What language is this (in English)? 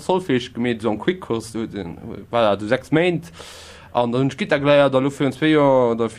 Luxembourgish